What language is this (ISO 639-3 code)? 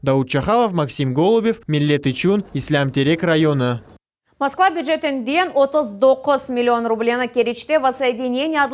crh